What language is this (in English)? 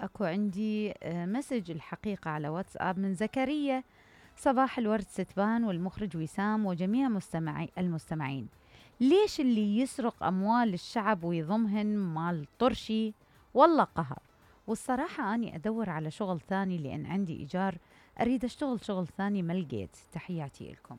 Mesopotamian Arabic